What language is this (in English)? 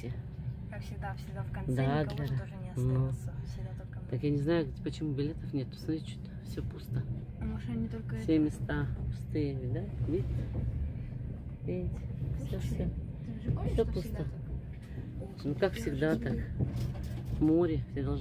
Russian